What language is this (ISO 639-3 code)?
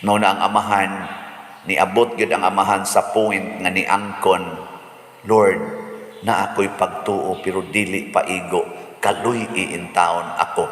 ceb